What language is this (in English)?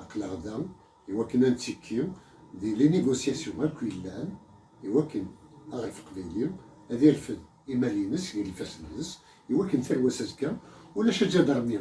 Kabyle